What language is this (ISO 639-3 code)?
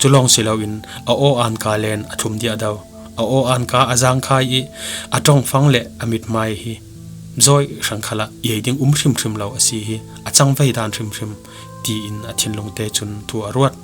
cfm